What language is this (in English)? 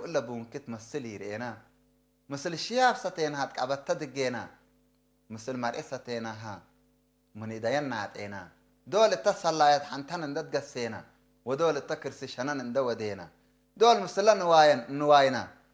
Tigre